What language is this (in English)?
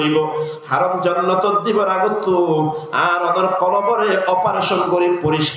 Rohingya